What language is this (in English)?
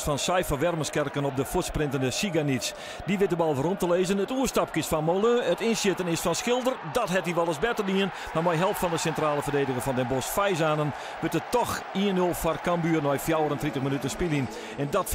Western Frisian